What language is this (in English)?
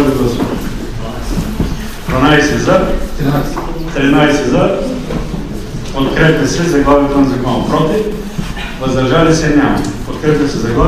Bulgarian